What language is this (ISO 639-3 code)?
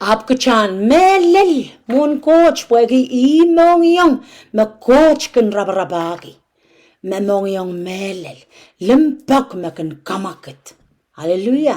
pon